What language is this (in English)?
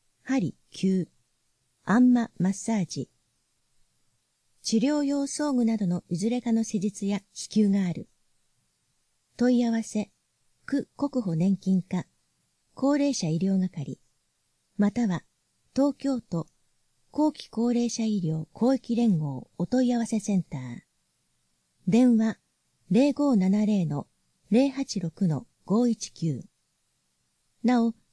Japanese